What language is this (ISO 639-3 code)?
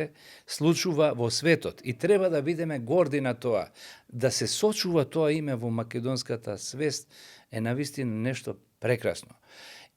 mkd